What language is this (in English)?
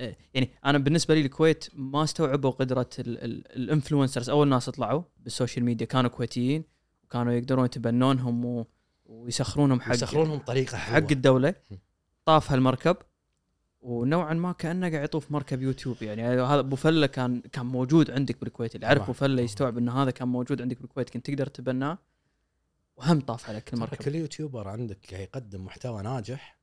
Gulf Arabic